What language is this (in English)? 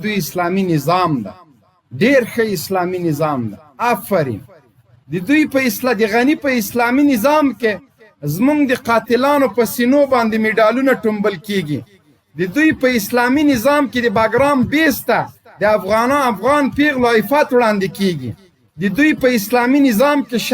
Pashto